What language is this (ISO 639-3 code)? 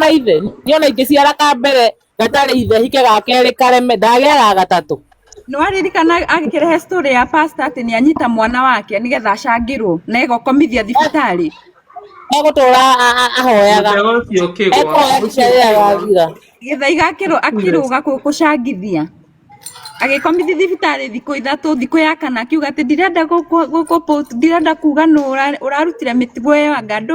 kik